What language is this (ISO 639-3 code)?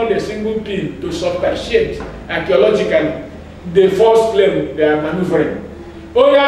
ibo